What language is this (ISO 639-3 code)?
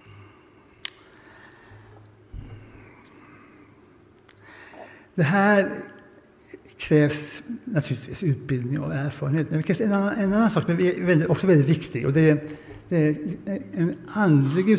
swe